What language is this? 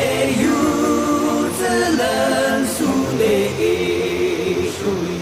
Yimchungru Naga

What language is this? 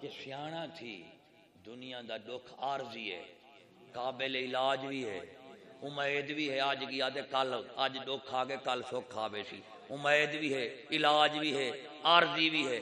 Saraiki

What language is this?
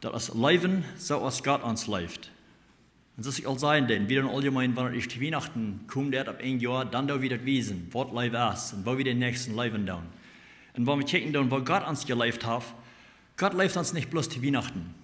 Plautdietsch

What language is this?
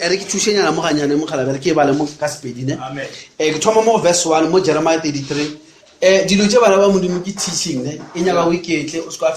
Northern Sotho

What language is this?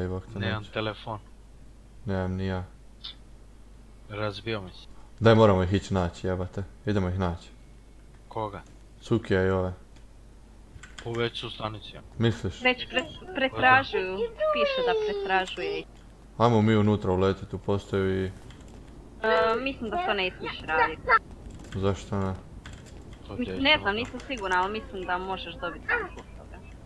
Croatian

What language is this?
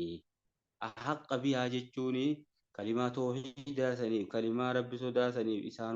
Oromo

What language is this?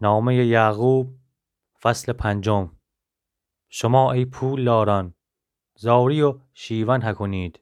Gilaki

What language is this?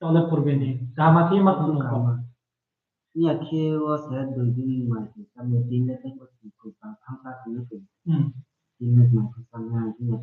Riang (India)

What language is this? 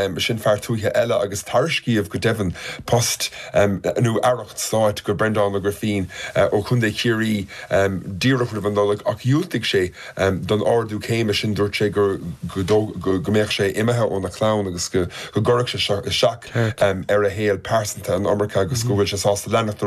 Irish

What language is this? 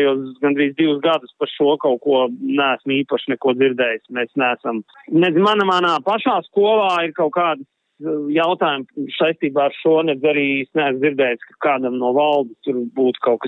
Latvian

